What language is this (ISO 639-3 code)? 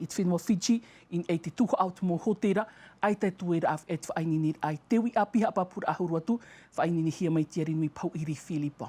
tah